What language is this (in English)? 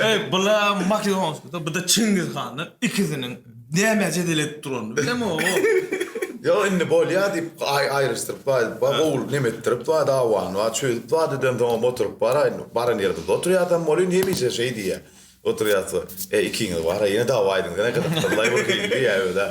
Turkmen